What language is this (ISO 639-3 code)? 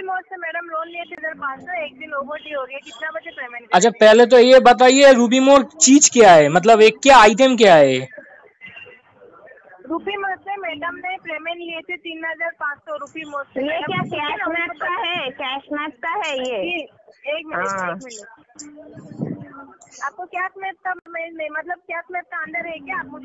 hin